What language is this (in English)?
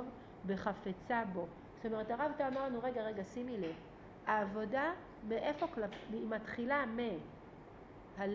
Hebrew